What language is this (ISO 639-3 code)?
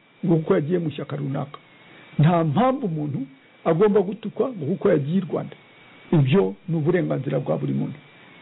kin